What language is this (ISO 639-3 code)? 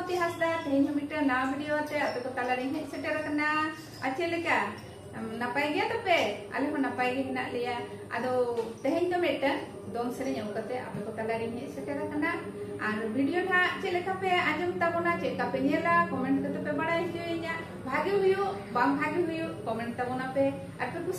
sat